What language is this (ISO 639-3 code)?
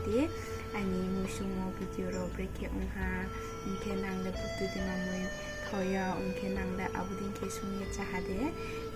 ria